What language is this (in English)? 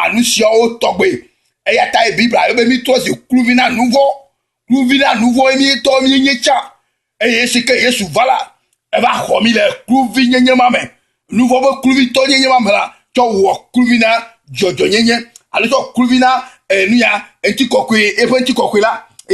Ewe